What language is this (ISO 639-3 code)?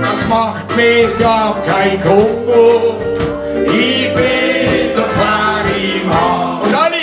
gsw